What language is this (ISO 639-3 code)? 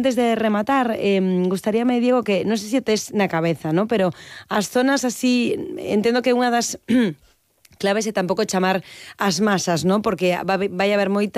glg